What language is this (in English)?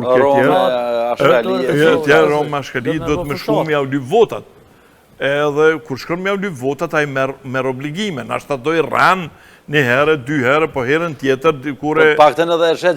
Albanian